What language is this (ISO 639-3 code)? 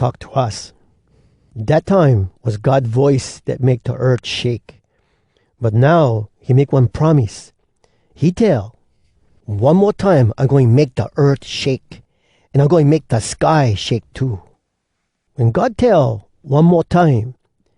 hwc